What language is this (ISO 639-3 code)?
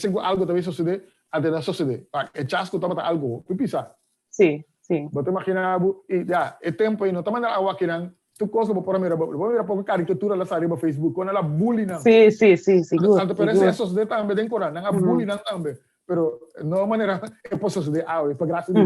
pap